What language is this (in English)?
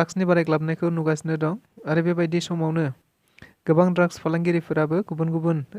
Bodo